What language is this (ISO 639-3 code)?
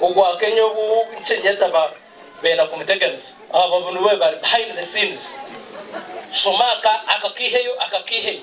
nyn